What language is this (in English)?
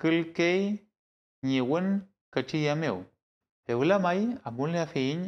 Mapuche